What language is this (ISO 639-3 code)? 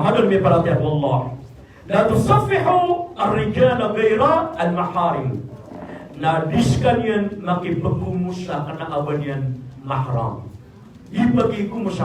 mrw